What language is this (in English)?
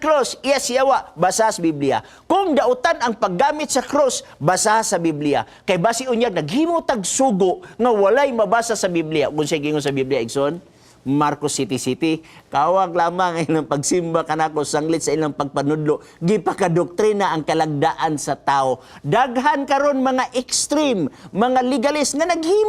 Cebuano